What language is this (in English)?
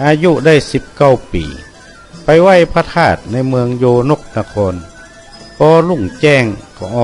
Northern Thai